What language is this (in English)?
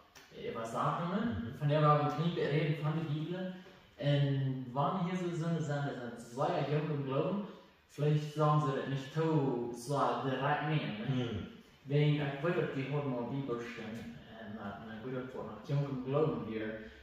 Plautdietsch